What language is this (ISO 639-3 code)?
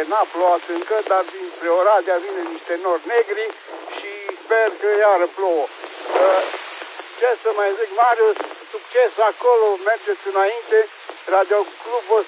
ron